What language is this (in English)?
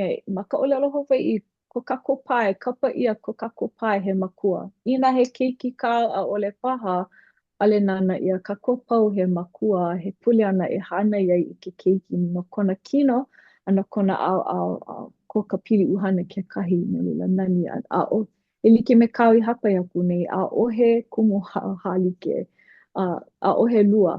Hawaiian